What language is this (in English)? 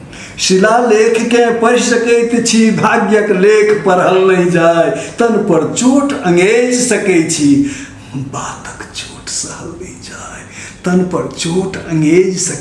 Maithili